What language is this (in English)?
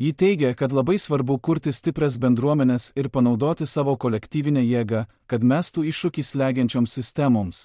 Lithuanian